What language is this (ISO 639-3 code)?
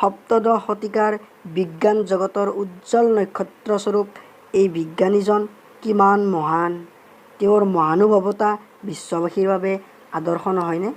asm